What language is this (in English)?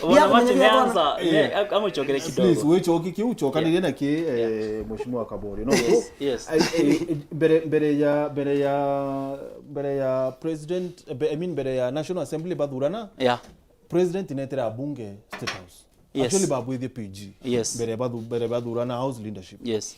Meru